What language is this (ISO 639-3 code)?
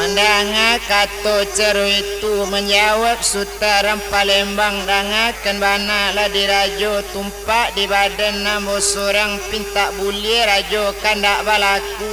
min